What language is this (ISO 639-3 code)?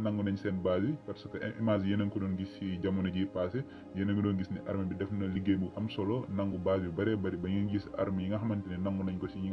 wol